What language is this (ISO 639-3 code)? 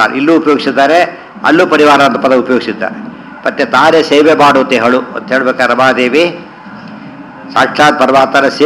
kan